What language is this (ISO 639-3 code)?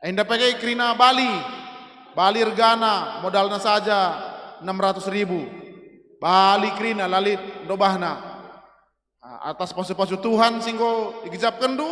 btx